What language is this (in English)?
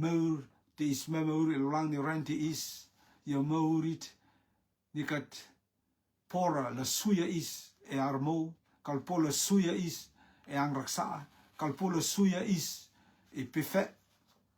Rotuman